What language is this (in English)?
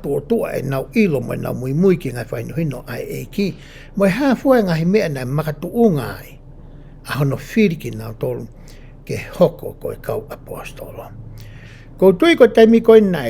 Tongan